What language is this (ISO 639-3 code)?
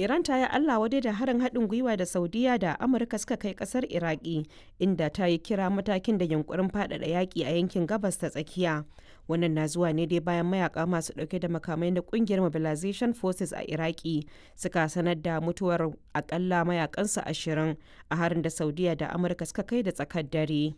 hau